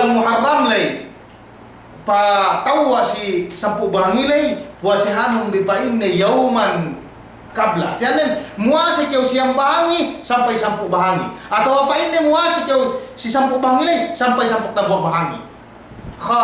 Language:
Yakan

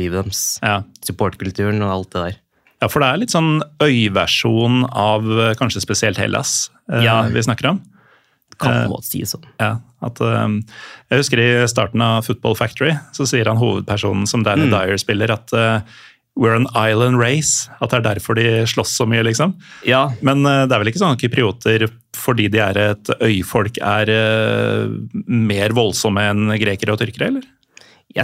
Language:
Norwegian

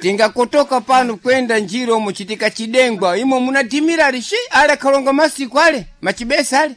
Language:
Sena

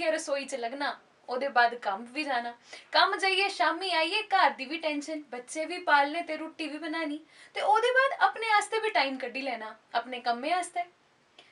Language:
Dogri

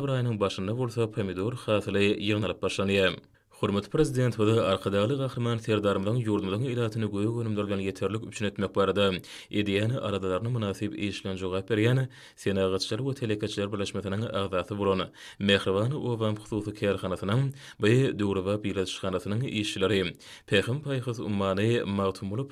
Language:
Turkmen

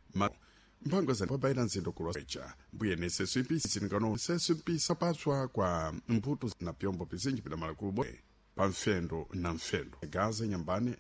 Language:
Sena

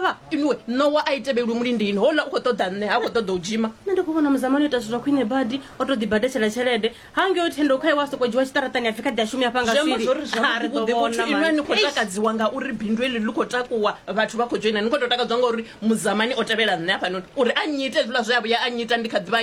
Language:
Venda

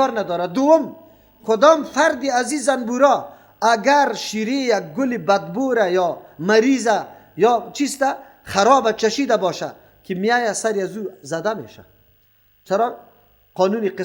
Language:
Persian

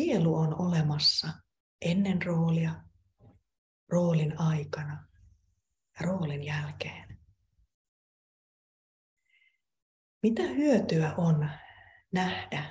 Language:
Finnish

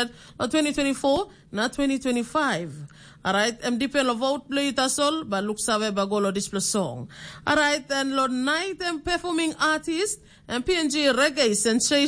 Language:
Tok Pisin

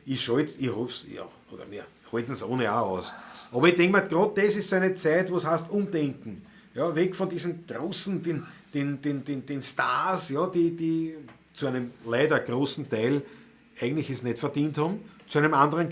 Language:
Bavarian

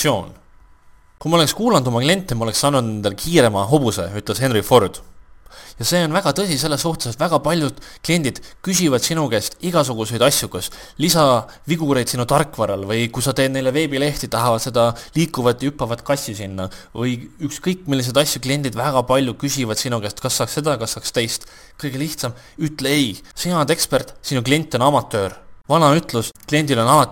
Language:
Estonian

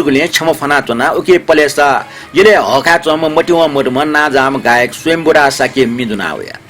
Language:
Newari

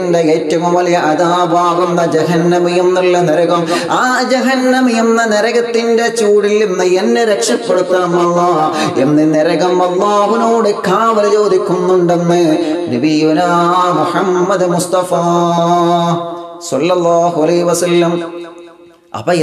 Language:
Malayalam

